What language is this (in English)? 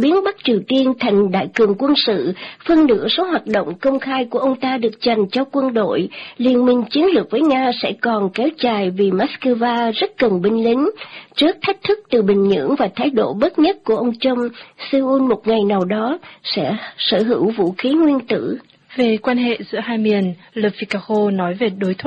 Vietnamese